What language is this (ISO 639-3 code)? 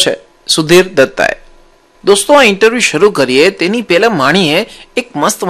guj